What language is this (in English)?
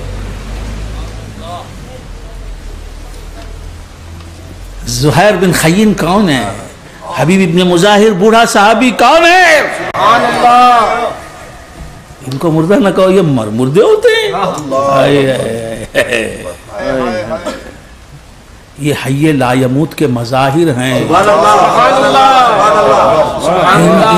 Urdu